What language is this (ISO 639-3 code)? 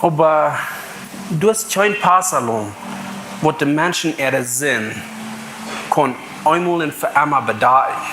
pdt